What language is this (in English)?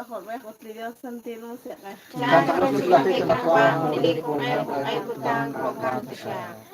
Kekchí